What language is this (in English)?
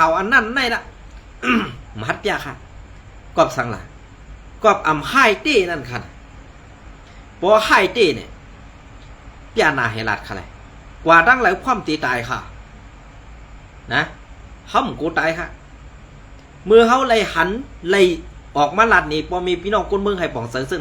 Shan